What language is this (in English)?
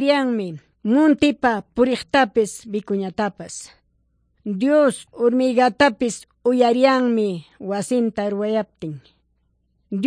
Quechua